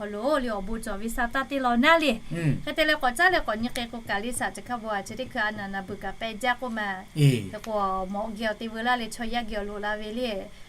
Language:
Lahu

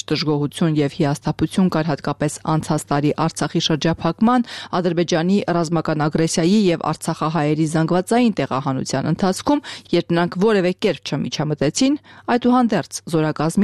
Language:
Armenian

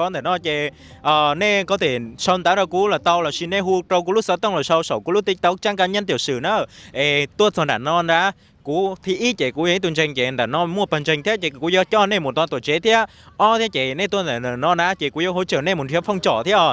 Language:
Hmong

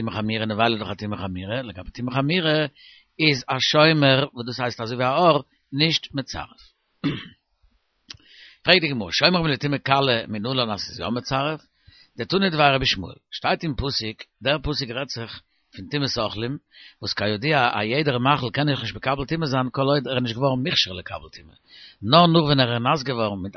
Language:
Yiddish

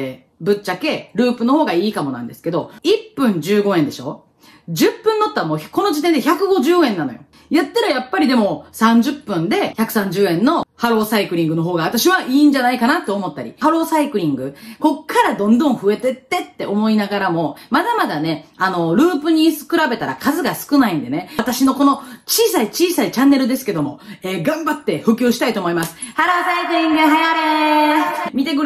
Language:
Japanese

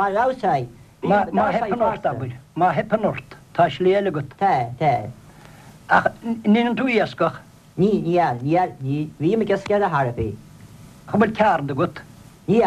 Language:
Irish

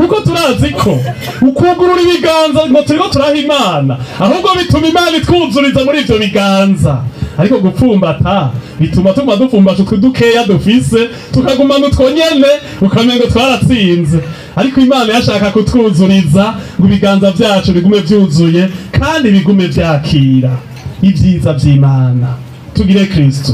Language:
Rundi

